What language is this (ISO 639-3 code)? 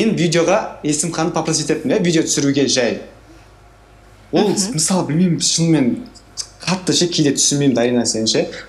kaz